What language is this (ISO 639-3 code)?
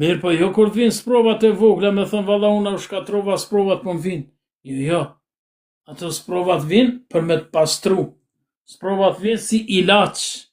sqi